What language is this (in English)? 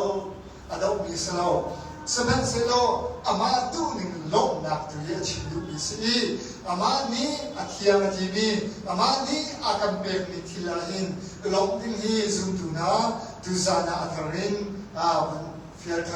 Hakha Chin